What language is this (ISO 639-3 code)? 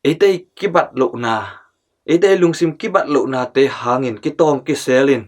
ctd